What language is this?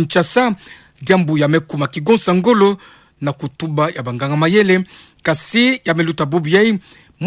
Kituba (Democratic Republic of Congo)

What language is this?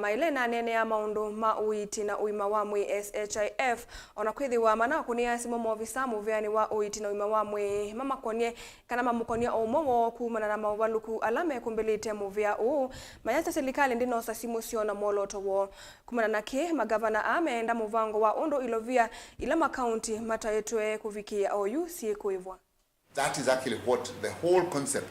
Kamba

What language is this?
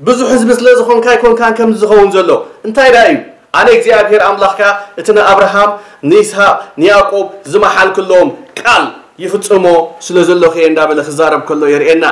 Tigrinya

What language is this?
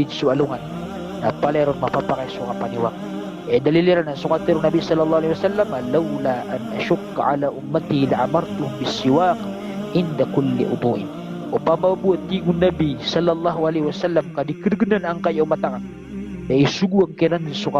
Maranao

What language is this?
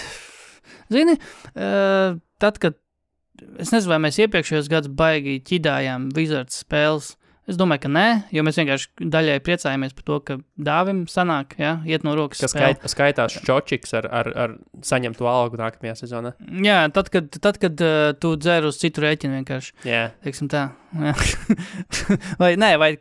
Latvian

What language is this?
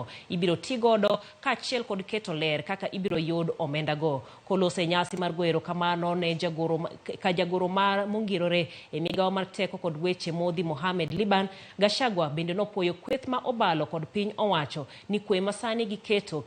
Luo (Kenya and Tanzania)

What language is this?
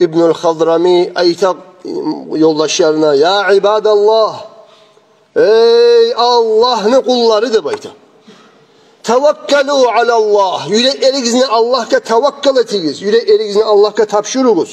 Kumyk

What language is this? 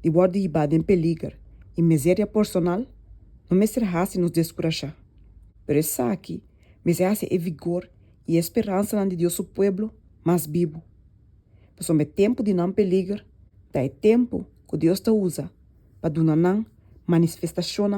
Papiamento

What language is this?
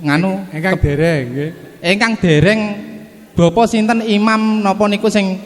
Javanese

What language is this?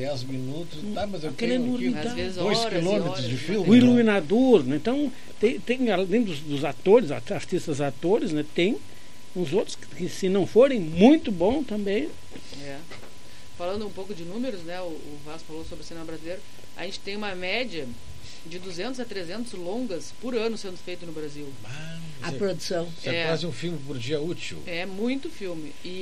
Portuguese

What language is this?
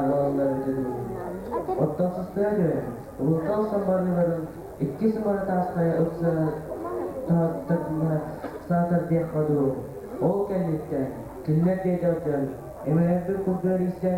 Yakut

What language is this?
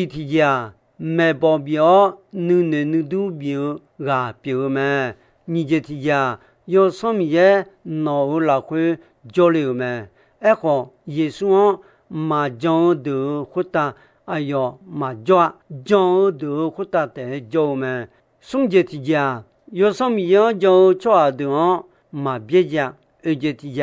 Akha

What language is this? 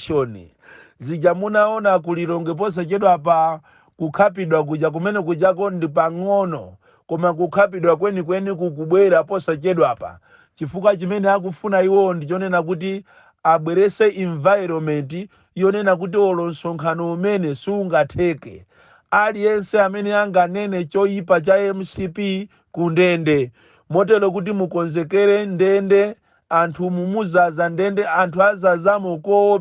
Nyanja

